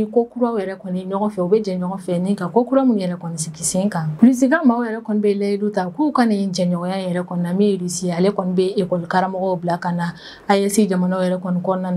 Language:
Bambara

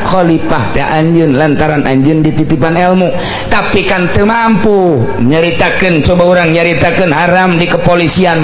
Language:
Sundanese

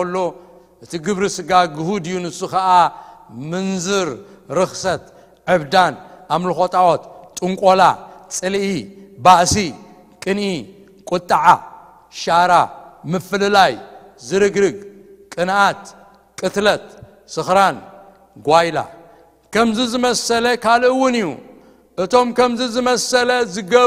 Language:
Tigrinya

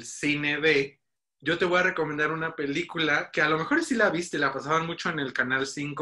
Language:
Spanish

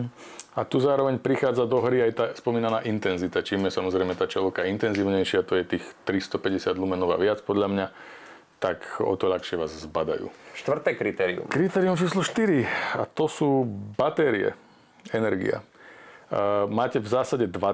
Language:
Slovak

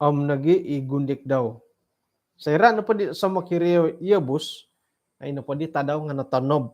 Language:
Central Dusun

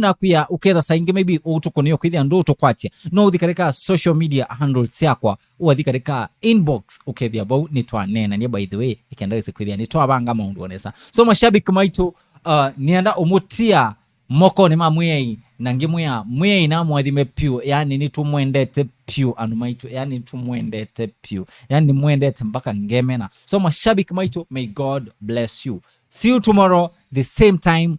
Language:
Kamba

